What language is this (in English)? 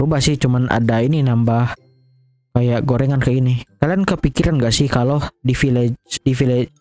Indonesian